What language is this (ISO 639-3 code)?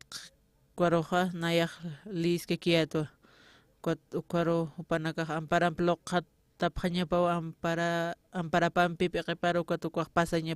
aym